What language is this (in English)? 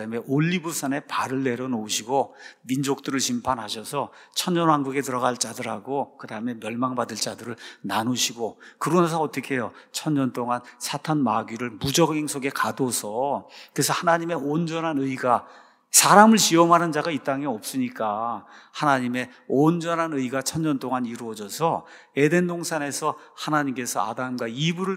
Korean